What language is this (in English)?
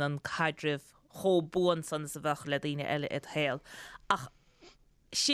Irish